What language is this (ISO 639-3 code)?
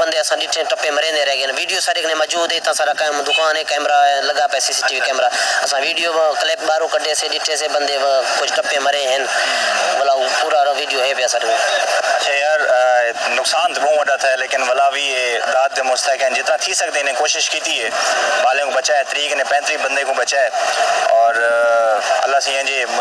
skr